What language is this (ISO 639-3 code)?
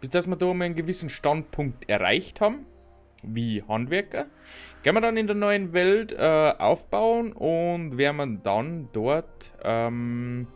bar